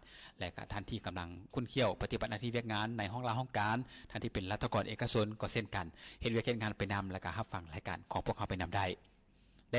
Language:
Lao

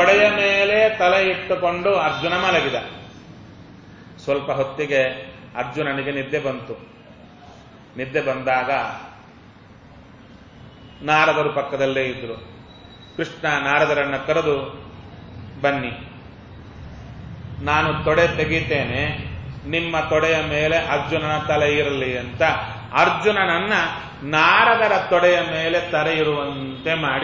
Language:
Kannada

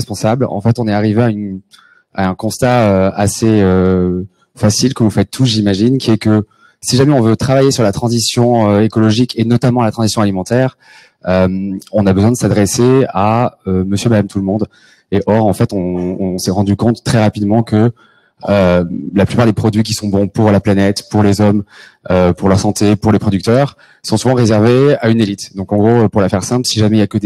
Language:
French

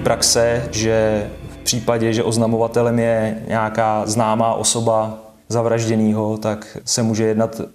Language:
Czech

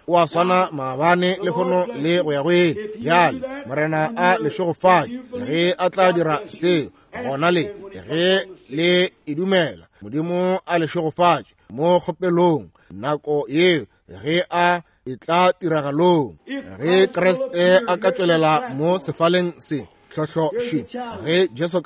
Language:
Northern Sotho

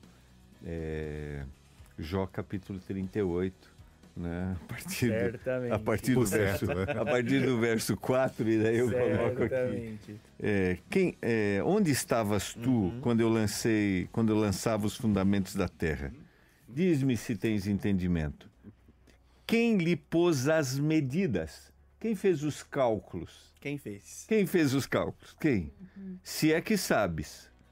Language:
Portuguese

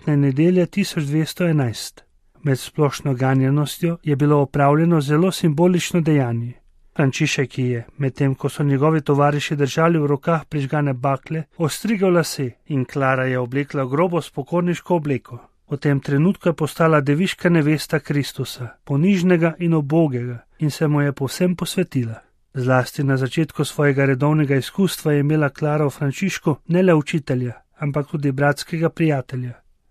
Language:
Slovenian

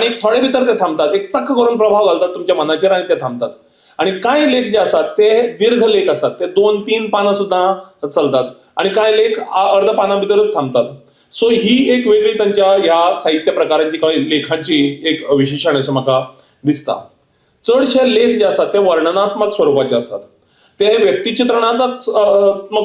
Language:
Konkani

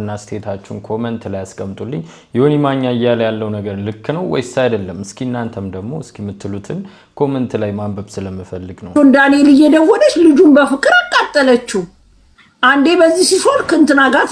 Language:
Amharic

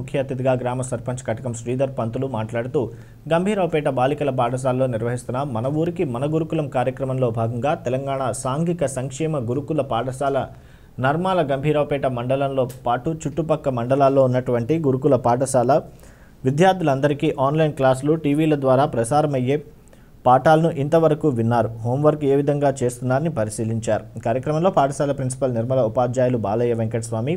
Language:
Telugu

